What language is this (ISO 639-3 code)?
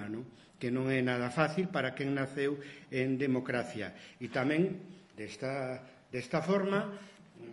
glg